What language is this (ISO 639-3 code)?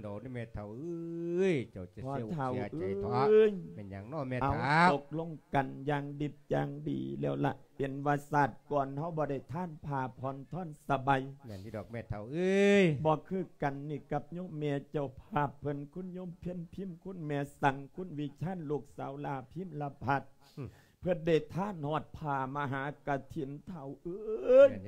lao